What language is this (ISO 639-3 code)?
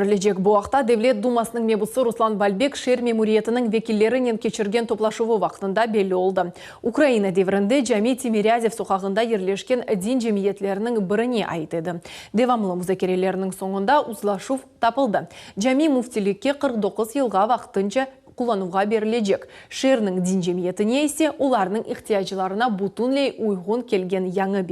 crh